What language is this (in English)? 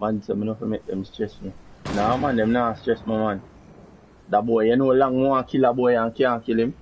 Jamaican Creole English